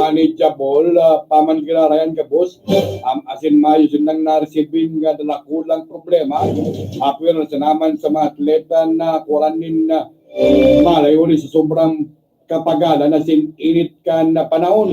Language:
Bikol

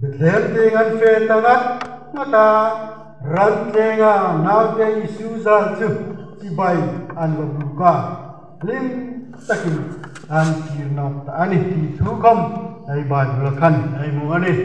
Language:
Hmar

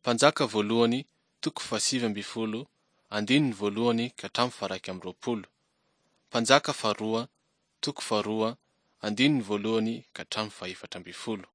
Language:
Malagasy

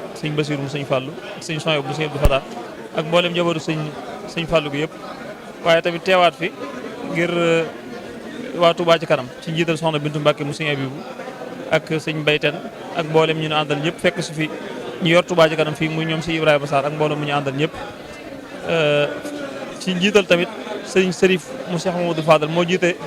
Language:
Wolof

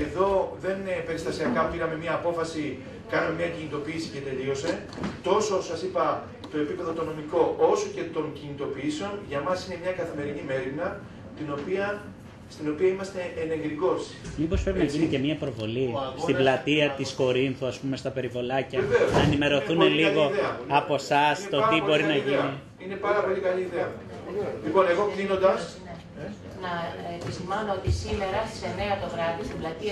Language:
Greek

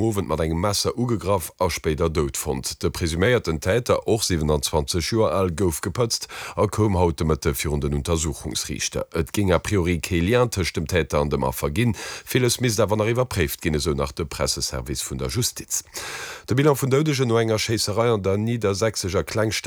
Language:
Luxembourgish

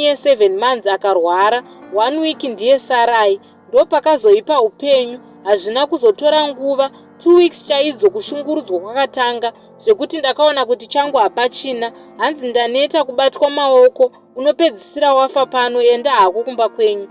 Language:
Shona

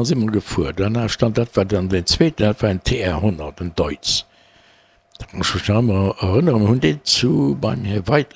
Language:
Luxembourgish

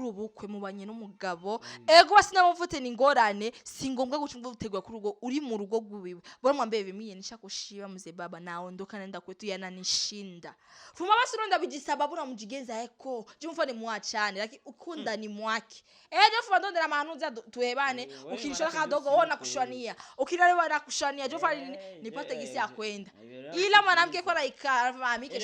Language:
Rundi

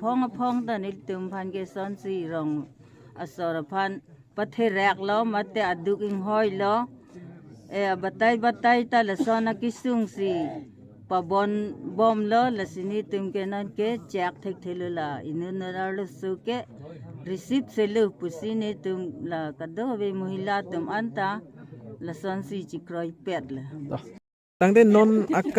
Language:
Karbi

